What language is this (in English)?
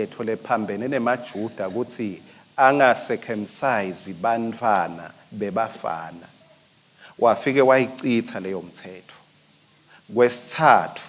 Swati